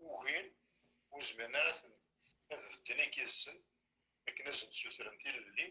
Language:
Kabyle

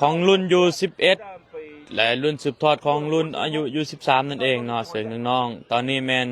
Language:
Lao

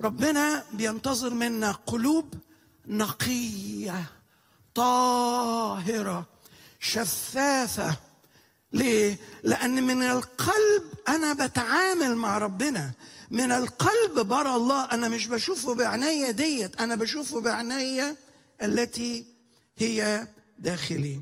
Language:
Egyptian Arabic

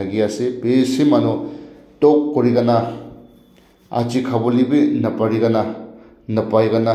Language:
Naga Pidgin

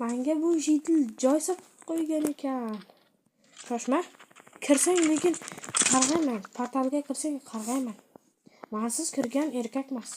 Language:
Uzbek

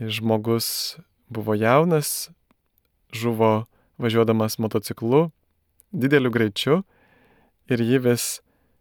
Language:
Lithuanian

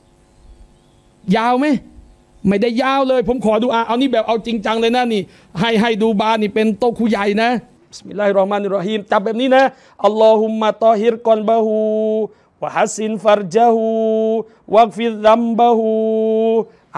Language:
Thai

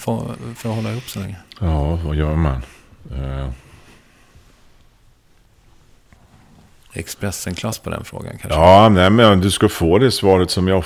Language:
Swedish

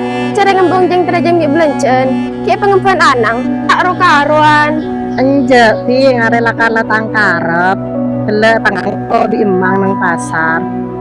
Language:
Madurese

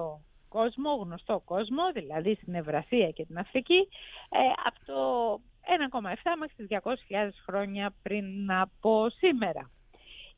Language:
Greek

